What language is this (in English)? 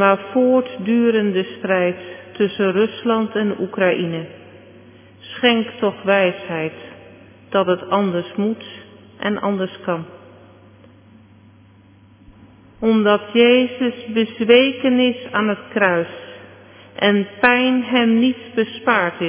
Dutch